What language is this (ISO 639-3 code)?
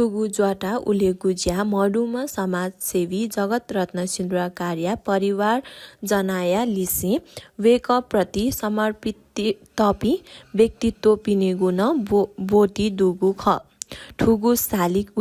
new